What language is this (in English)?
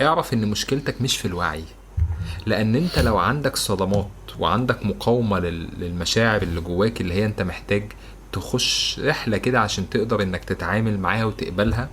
Egyptian Arabic